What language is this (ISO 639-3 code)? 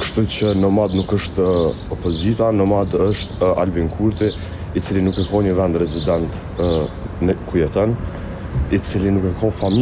sqi